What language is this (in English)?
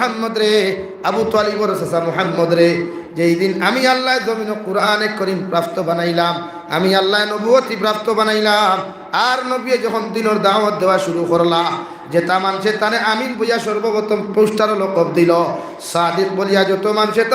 Sylheti